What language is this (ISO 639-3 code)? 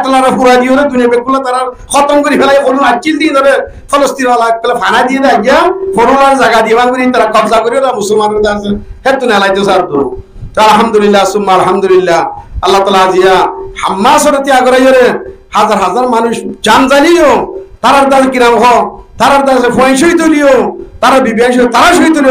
rhg